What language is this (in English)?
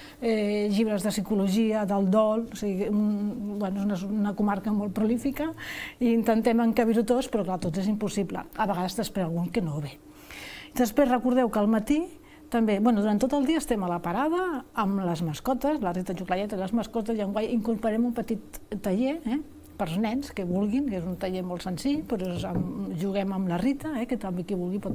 Catalan